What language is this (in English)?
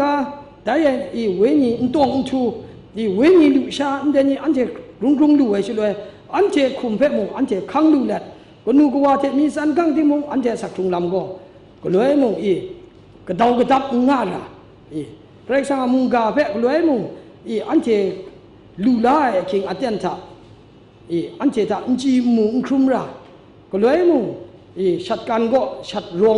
Kachin